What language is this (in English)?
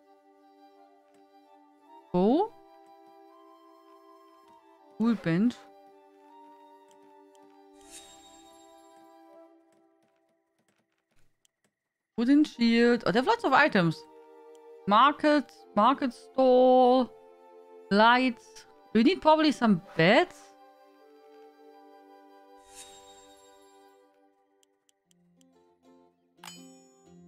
English